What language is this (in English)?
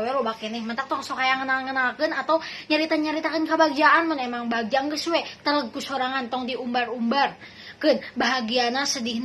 Sundanese